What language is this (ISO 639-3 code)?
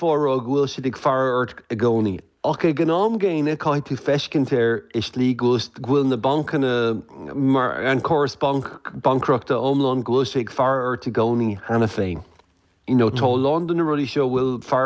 gle